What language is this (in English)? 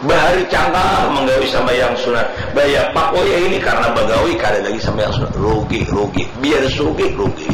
Banjar